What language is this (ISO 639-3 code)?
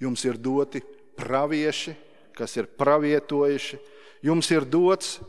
lav